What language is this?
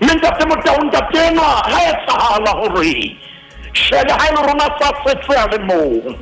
Southern Sotho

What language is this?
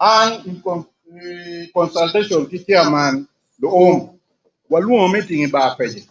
Acoli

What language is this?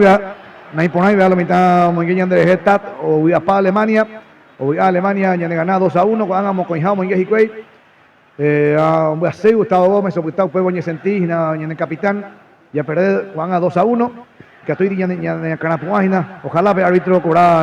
Guarani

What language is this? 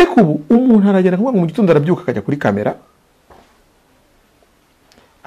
Kinyarwanda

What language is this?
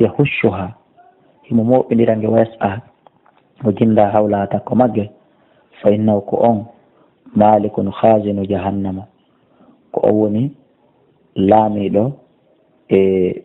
Fula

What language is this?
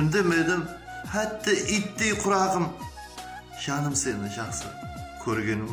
Kara-Kalpak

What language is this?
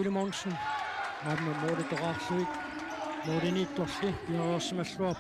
Kalaallisut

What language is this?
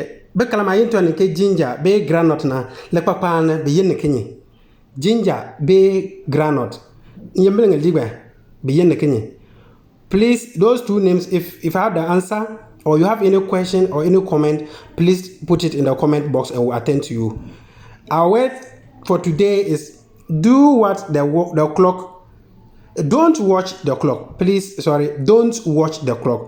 Konkomba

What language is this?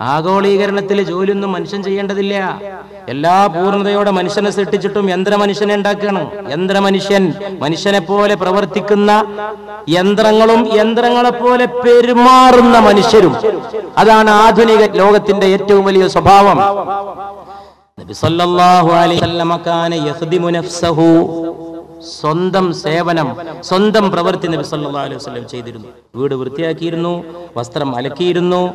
Malayalam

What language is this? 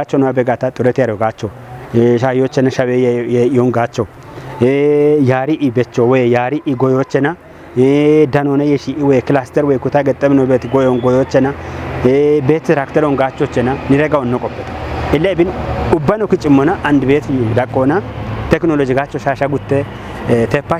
Kafa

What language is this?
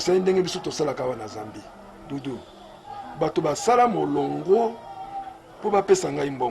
Lingala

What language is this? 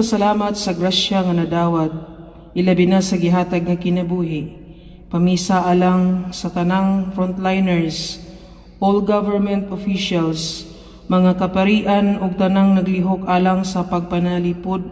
Cebuano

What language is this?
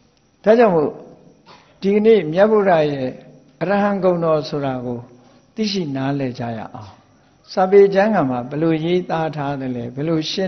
Burmese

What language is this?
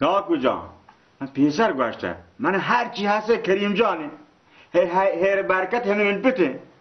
Baluchi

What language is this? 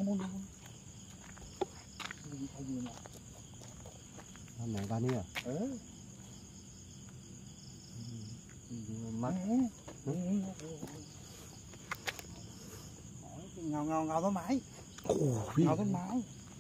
Thai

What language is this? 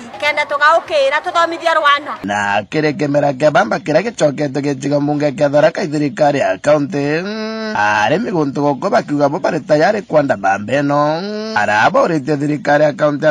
Meru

